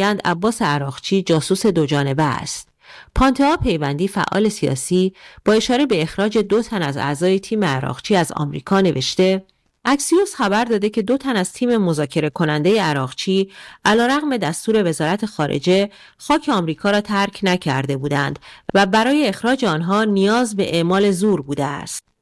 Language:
Persian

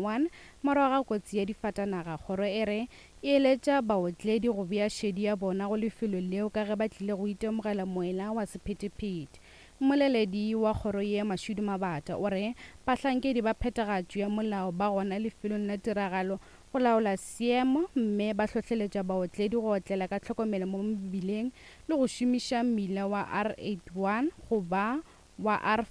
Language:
Northern Sotho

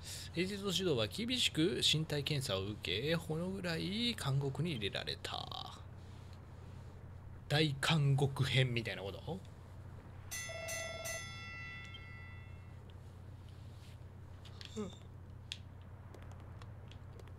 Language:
Japanese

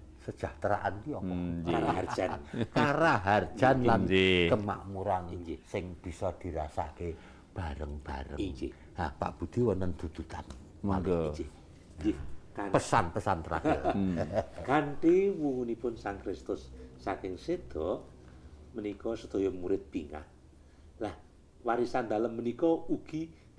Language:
Javanese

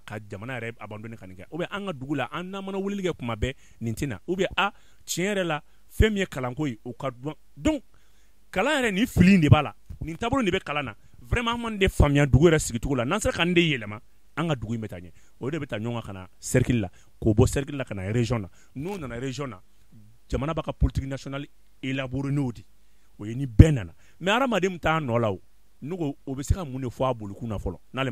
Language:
Bambara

